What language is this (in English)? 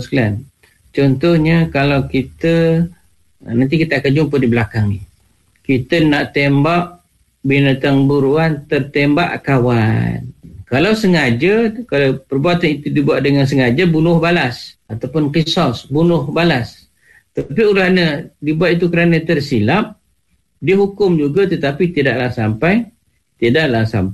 Malay